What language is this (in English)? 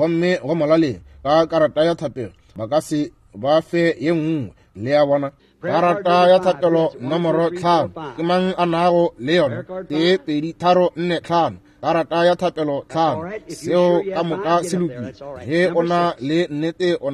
Northern Sotho